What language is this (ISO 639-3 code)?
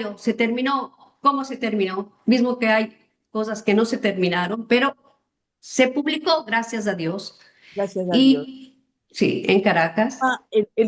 lad